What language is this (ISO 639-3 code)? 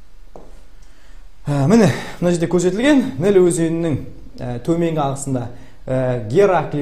kaz